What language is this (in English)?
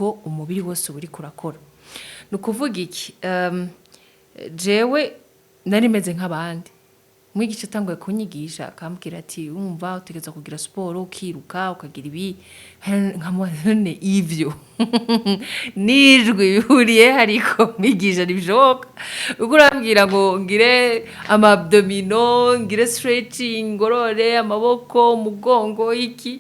Rundi